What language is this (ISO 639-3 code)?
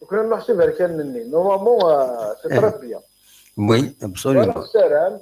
kab